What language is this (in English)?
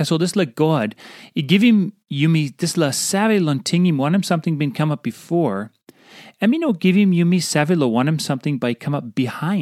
Tok Pisin